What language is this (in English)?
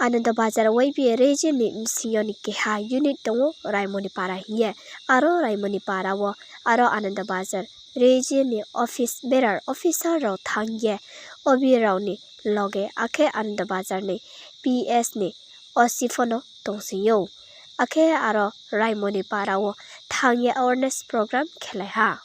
Riang (India)